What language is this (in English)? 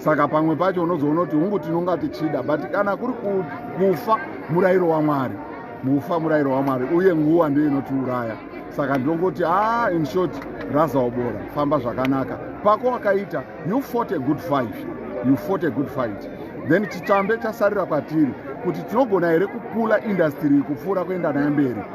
Shona